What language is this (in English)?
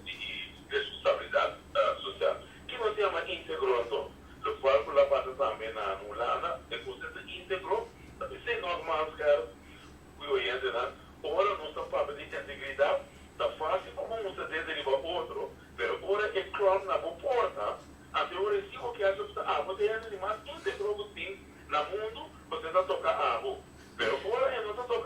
Papiamento